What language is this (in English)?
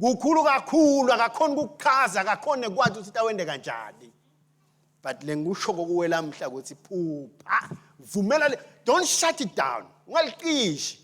Swati